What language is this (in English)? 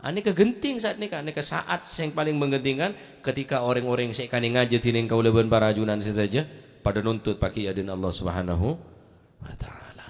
Madurese